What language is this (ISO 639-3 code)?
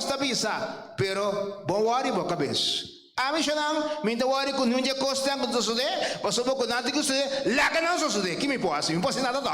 pap